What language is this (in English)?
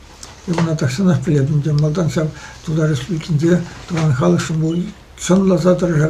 Chuvash